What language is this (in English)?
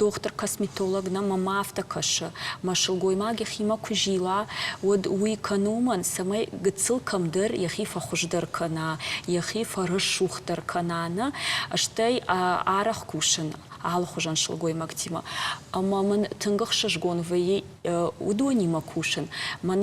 Ossetic